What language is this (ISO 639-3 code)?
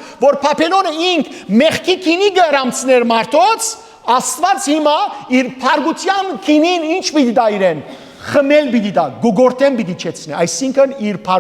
hyw